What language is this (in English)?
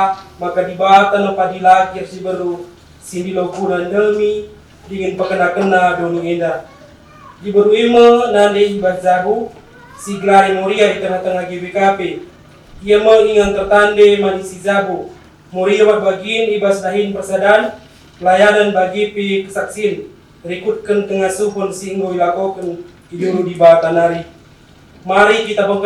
Batak Karo